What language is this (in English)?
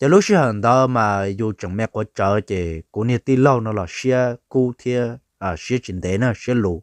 Hmong